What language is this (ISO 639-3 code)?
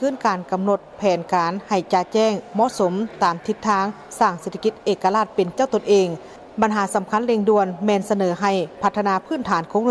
lao